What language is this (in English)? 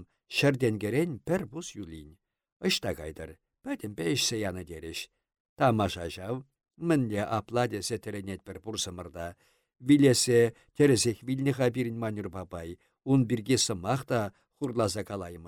Chuvash